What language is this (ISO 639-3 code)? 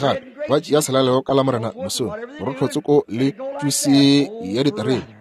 nso